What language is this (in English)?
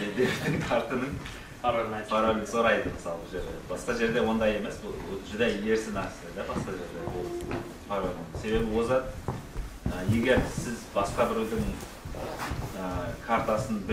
Kara-Kalpak